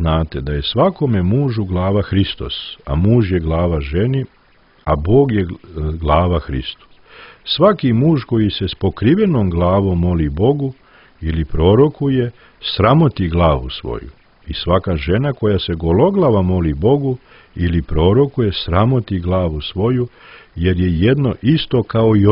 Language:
Serbian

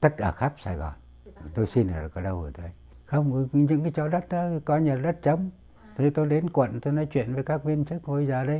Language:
Vietnamese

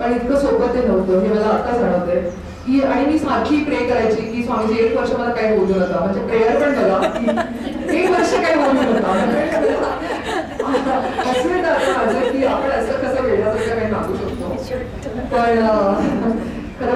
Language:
Marathi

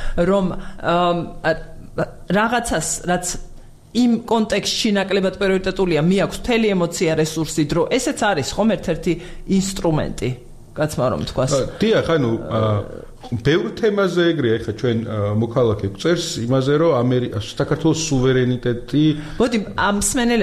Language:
Georgian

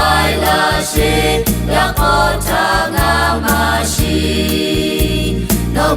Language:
Lahu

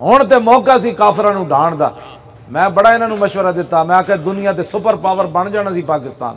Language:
Western Panjabi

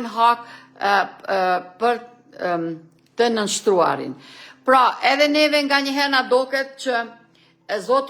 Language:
Albanian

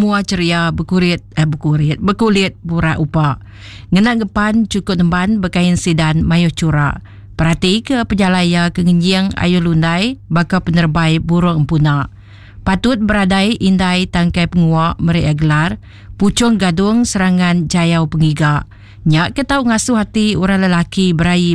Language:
Iban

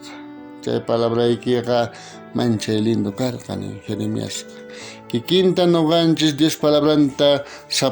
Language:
South Bolivian Quechua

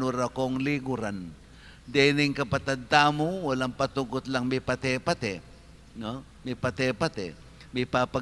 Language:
Pampanga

